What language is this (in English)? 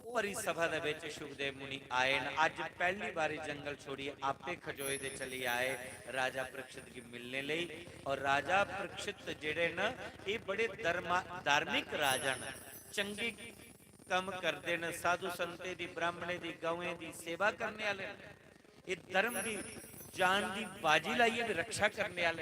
Dogri